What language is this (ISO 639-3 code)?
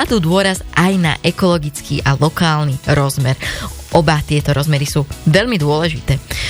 slk